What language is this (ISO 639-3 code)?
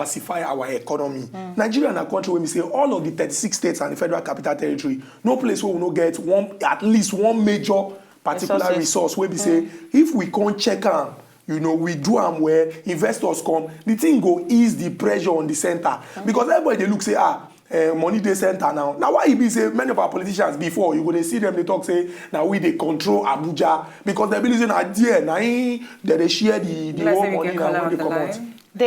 pcm